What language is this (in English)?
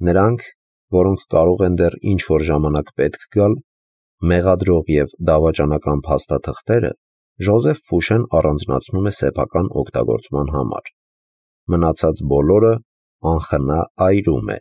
Armenian